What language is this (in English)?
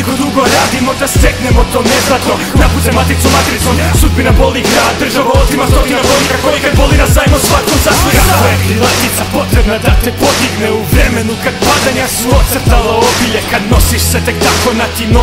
Croatian